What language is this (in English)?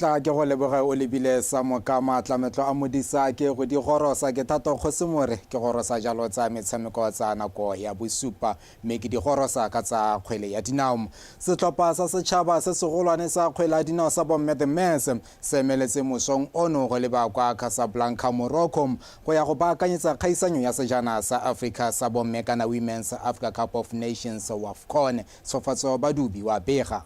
Tswana